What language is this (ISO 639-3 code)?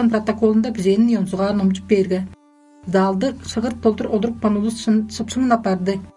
tyv